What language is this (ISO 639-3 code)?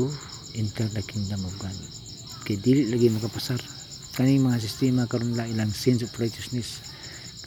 ceb